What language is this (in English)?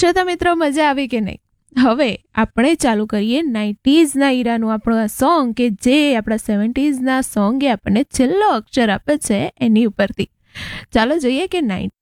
Gujarati